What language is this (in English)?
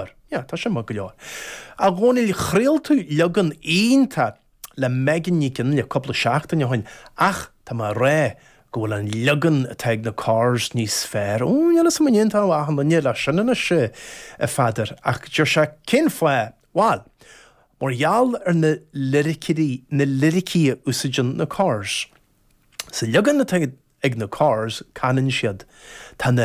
Irish